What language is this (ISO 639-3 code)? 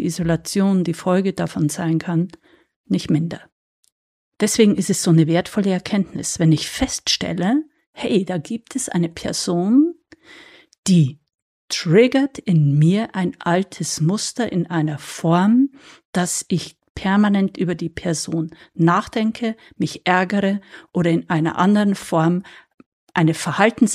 deu